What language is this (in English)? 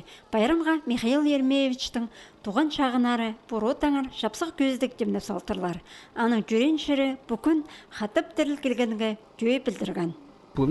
Khakas